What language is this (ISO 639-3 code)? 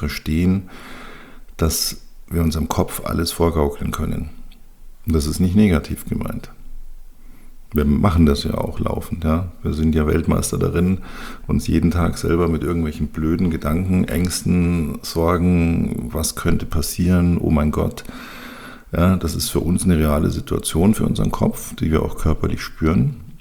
deu